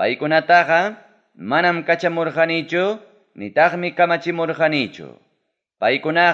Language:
Ayacucho Quechua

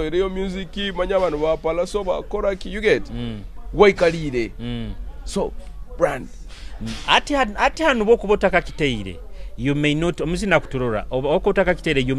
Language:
Nyoro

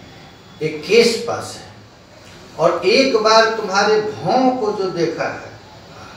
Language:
Hindi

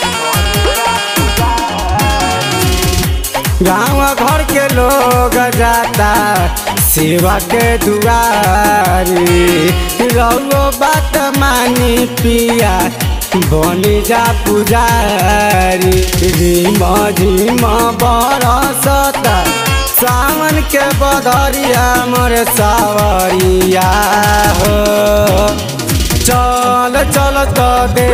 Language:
Bhojpuri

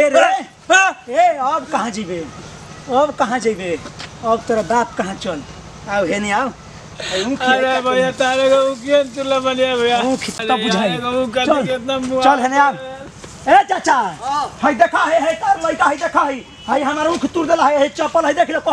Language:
Bhojpuri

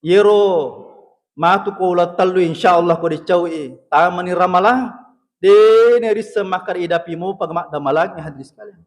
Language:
Buginese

